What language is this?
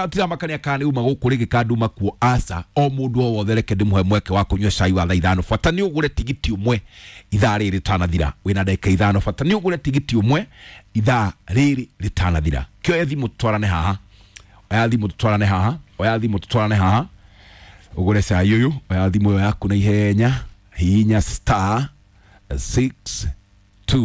Kikuyu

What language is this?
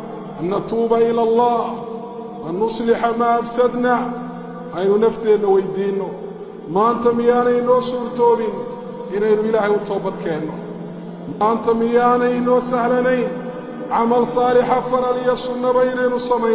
Somali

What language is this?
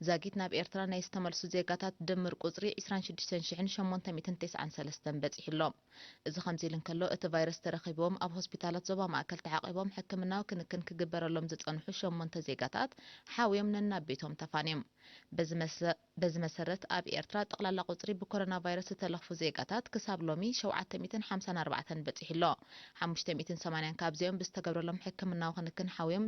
Tigrinya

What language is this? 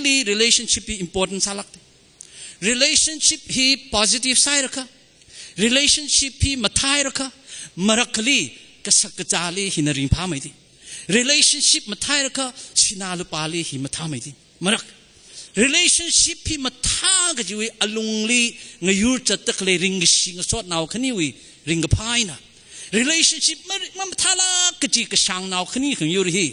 Tangkhul Naga (India)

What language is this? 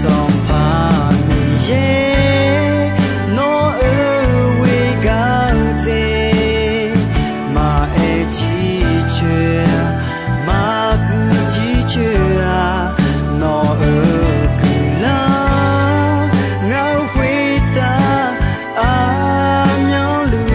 Akha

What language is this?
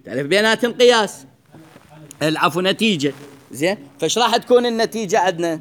Mesopotamian Arabic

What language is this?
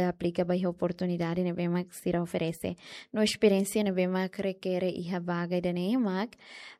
Tetum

